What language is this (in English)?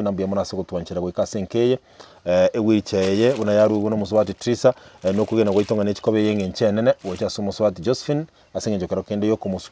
Gusii